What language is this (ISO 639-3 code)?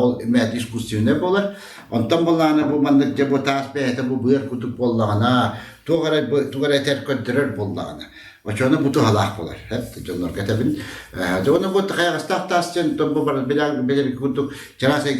sah